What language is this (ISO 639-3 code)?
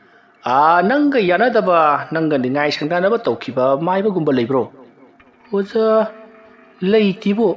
mni